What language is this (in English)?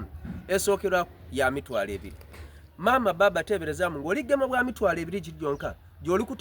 Soga